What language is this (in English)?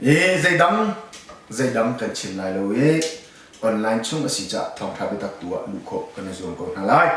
Hakha Chin